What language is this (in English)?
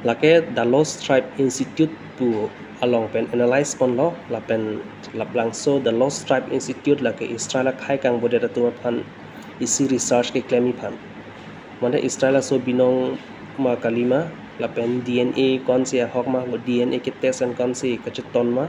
Karbi